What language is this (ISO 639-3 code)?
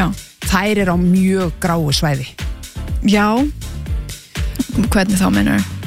isl